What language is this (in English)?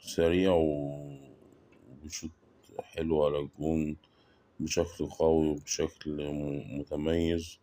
Egyptian Arabic